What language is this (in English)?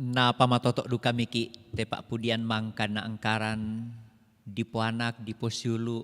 Toraja-Sa'dan